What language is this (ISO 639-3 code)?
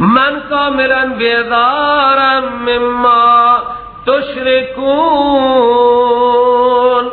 fas